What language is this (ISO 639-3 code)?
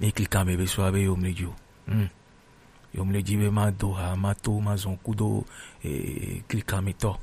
gej